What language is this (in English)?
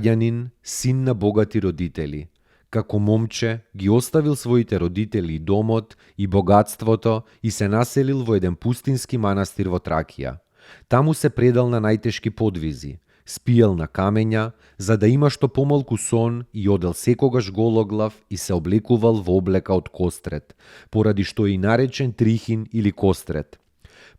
Macedonian